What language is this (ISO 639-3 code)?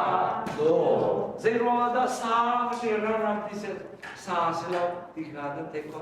cnh